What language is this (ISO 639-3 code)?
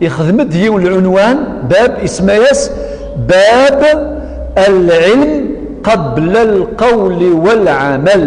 kab